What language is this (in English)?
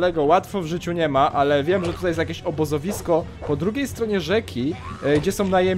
Polish